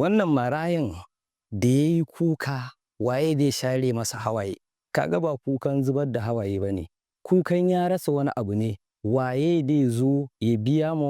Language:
Hausa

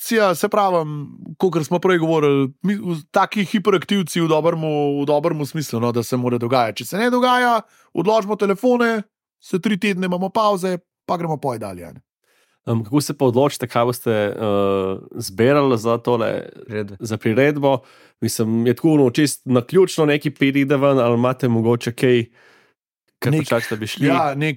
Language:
Slovenian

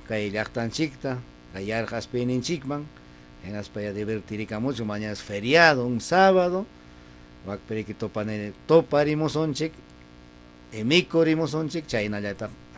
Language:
Ayacucho Quechua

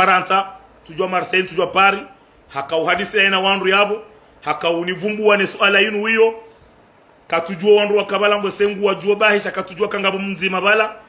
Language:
Ngazidja Comorian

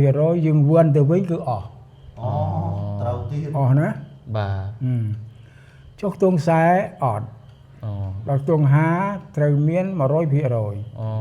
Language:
Khmer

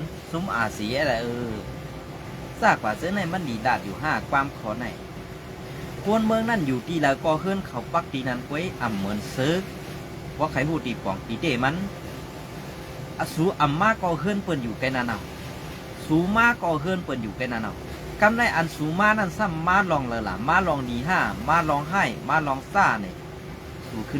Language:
Shan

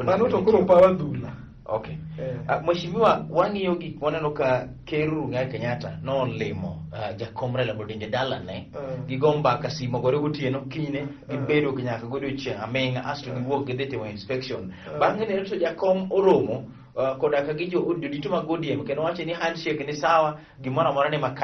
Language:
Luo (Kenya and Tanzania)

